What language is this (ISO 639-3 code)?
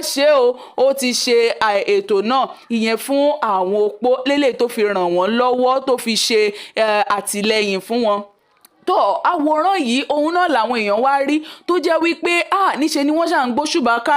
yor